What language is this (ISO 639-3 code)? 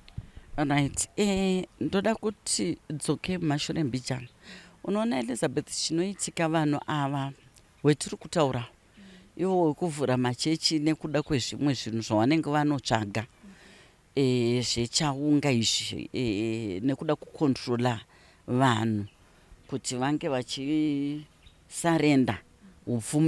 sna